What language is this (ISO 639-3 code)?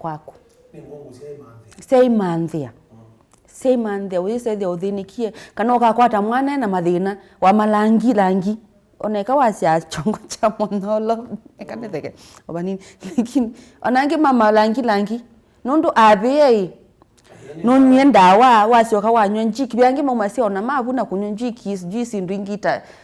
kam